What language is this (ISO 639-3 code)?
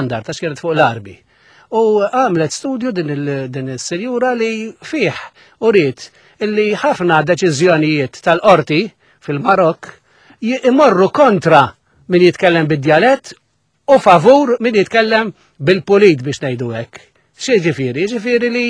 mlt